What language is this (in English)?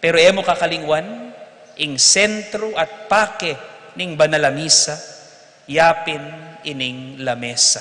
Pampanga